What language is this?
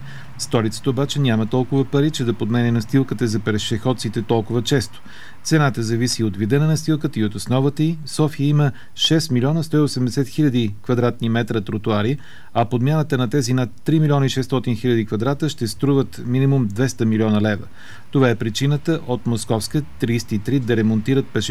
Bulgarian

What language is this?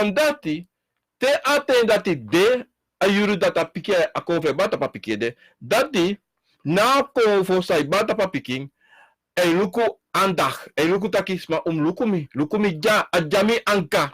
Sranan Tongo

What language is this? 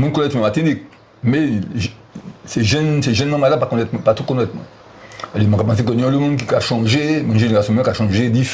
Guadeloupean Creole French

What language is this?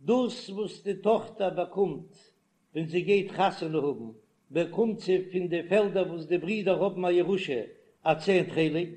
Yiddish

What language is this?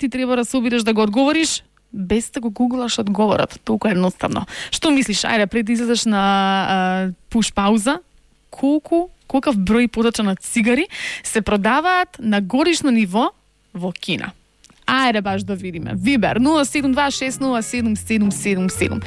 Macedonian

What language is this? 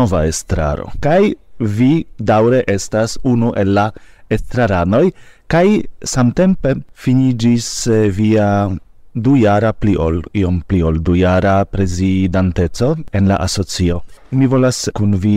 Esperanto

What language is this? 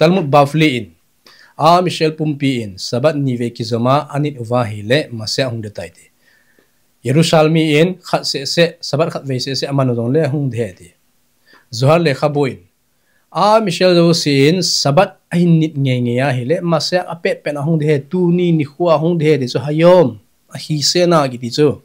Thado Chin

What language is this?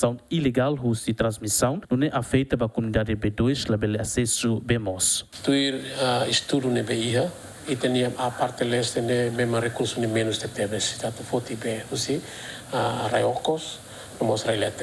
Tetum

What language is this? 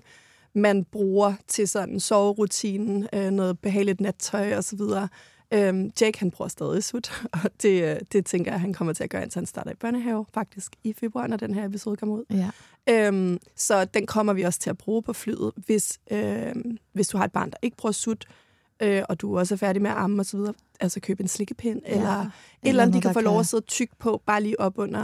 Danish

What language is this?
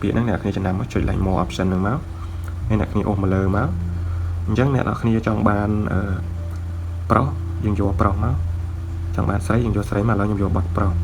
Khmer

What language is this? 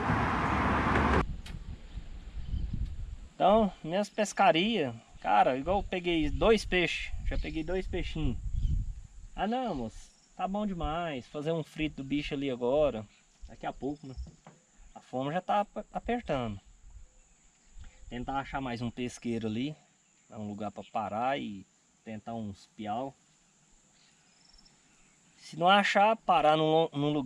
Portuguese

